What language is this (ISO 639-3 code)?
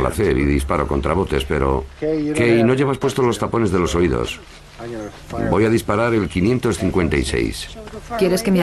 spa